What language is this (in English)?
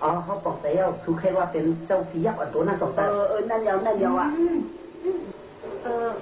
Shan